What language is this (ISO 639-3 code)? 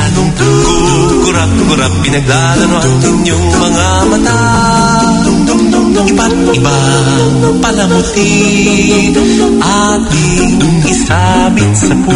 fil